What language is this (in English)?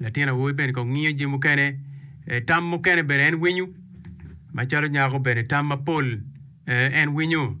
Acoli